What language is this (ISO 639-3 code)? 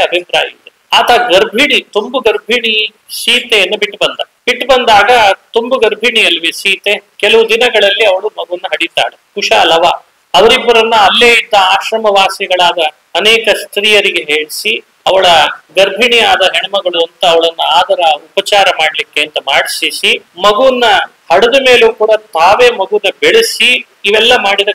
kan